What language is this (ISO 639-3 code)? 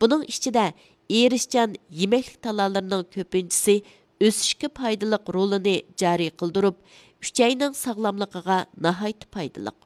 uig